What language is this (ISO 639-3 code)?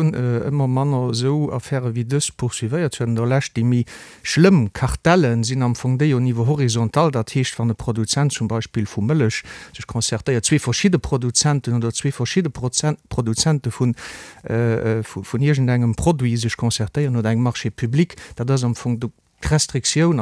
ltz